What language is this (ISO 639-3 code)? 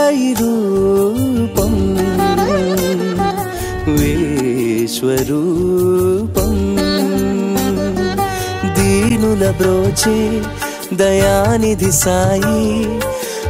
tel